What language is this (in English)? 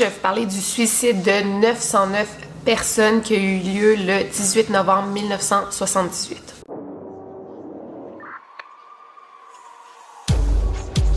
French